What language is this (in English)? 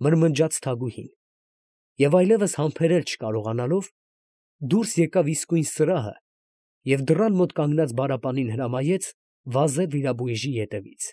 Armenian